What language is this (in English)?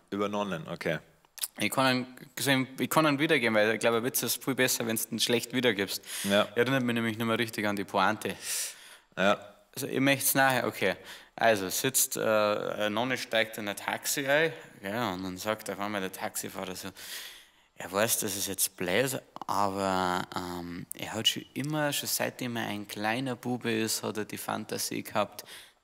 Bavarian